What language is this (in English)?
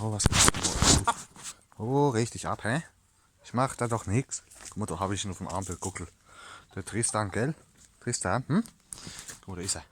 Palatine German